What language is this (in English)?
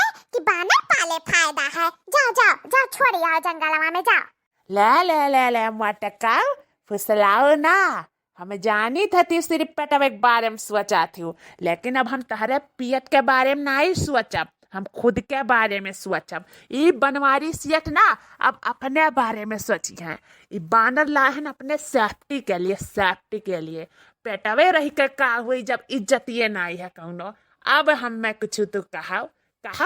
Awadhi